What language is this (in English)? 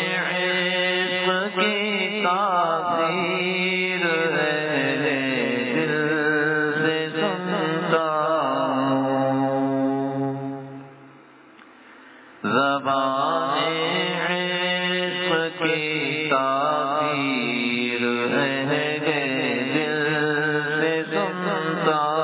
Urdu